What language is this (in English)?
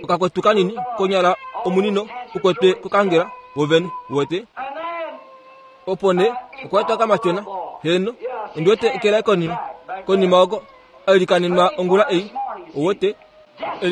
Kuanyama